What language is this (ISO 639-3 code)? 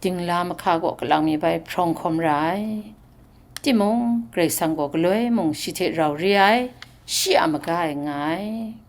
kac